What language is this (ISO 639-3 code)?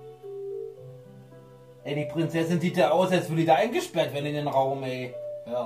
deu